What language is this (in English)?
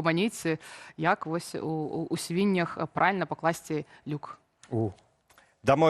Belarusian